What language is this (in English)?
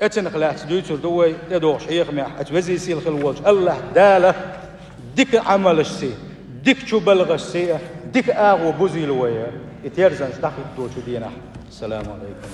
Chechen